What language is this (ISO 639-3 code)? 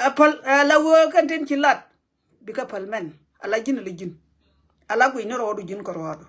nus